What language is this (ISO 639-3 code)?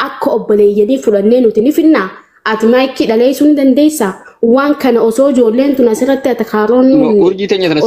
orm